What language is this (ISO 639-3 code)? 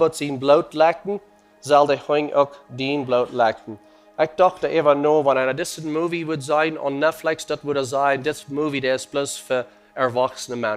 pdt